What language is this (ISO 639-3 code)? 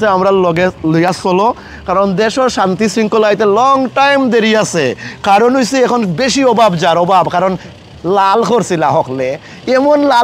syl